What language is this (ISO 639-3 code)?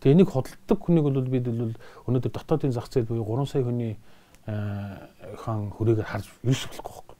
mon